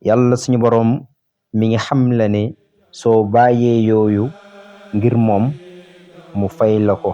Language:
Wolof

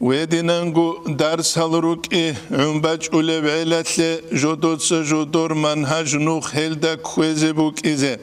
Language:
Avaric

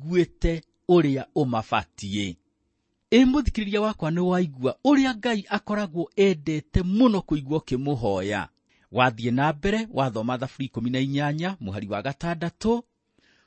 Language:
Kikuyu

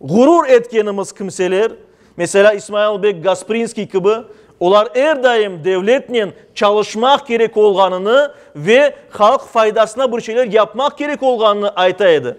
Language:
Crimean Tatar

